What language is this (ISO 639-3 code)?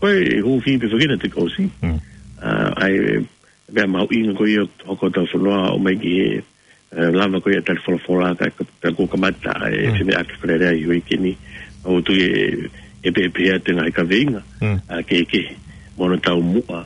ton